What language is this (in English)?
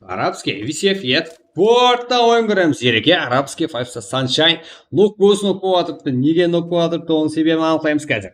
Kara-Kalpak